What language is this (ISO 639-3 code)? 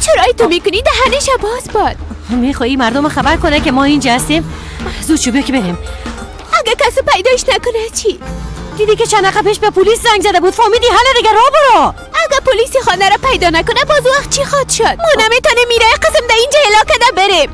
fas